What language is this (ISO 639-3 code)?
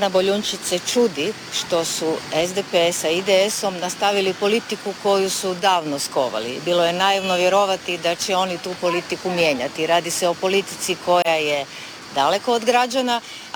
hrv